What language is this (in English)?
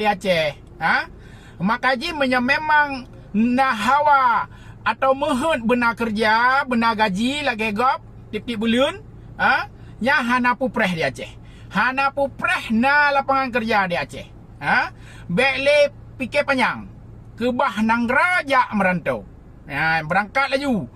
Achinese